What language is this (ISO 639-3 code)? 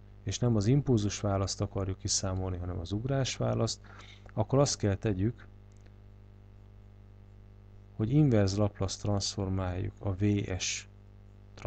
hun